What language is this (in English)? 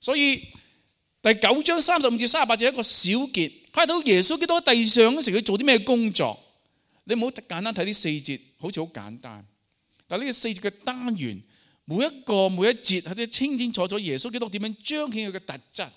Cantonese